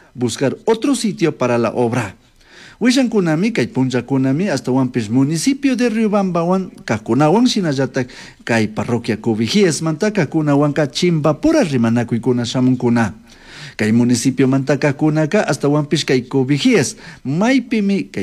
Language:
Chimborazo Highland Quichua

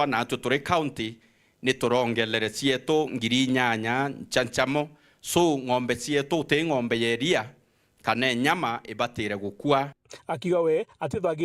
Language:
Meru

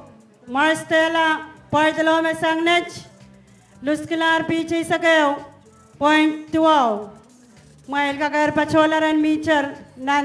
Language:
Pohnpeian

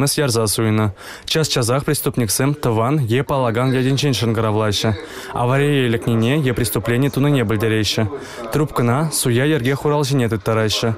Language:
Chuvash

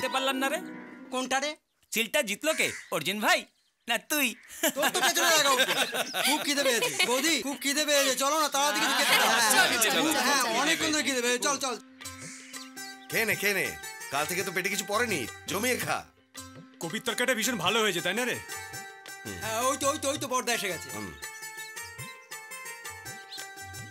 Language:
Bangla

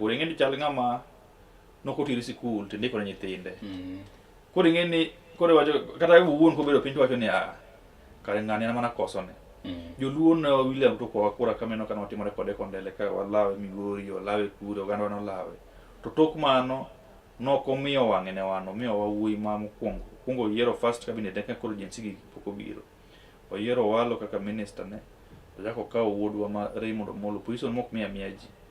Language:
Luo (Kenya and Tanzania)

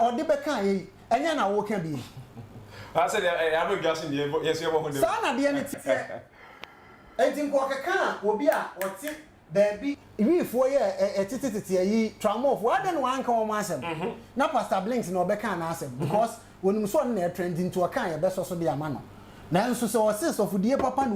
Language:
Akan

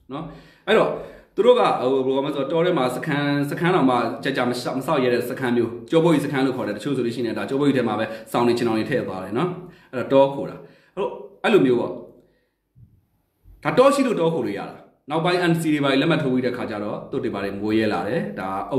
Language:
Burmese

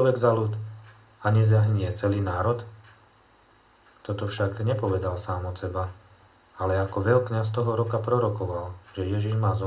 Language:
Slovak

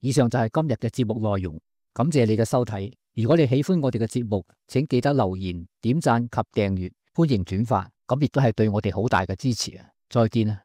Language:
Cantonese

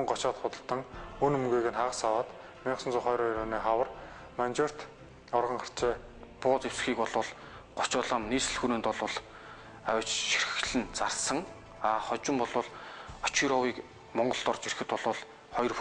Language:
Mongolian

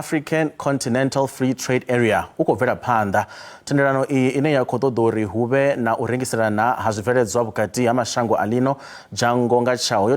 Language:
Venda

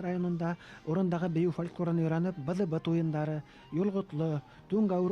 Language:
Bashkir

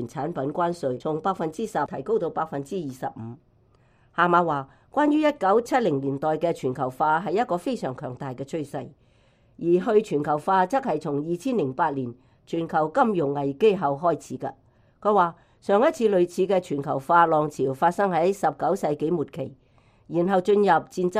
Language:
Cantonese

